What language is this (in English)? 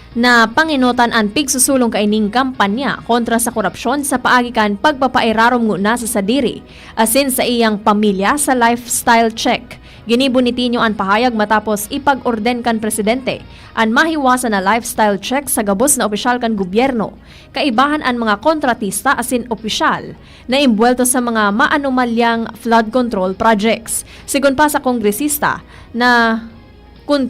Bikol